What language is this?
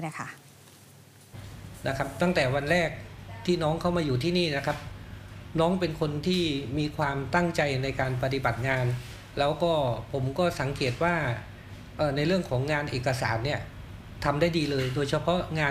Thai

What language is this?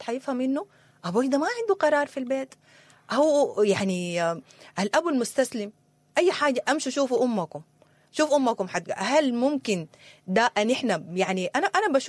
Sudanese Arabic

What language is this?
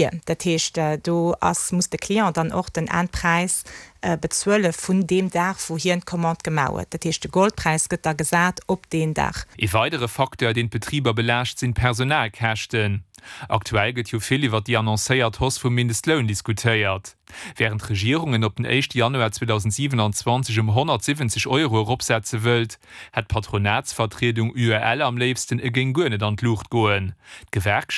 Luxembourgish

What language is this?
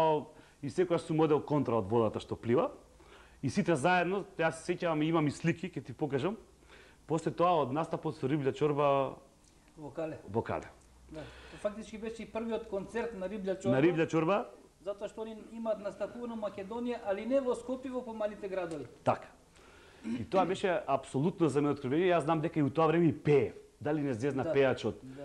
Macedonian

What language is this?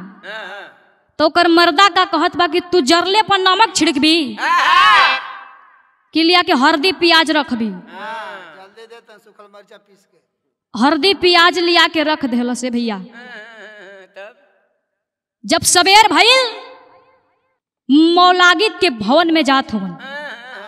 Bhojpuri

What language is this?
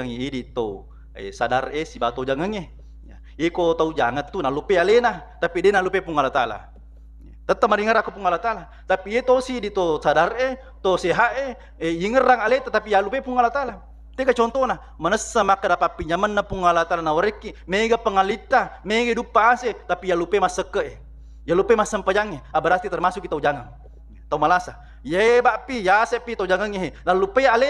Buginese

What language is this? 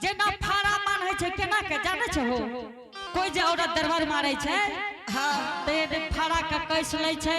Angika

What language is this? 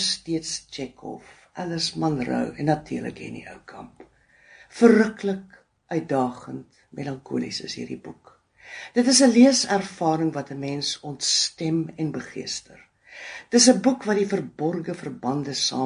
Afrikaans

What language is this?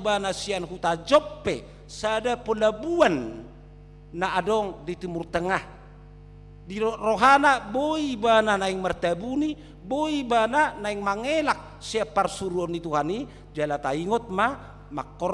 Batak Toba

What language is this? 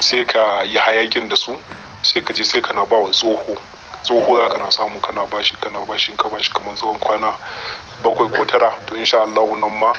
Hausa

